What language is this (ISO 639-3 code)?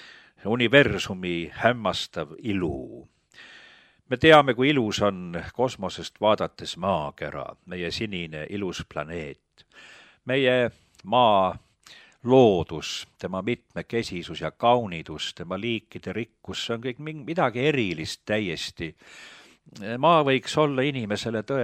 est